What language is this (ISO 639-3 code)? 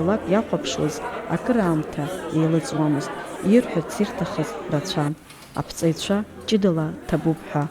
abk